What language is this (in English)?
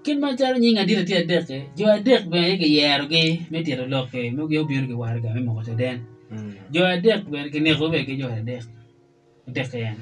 Acoli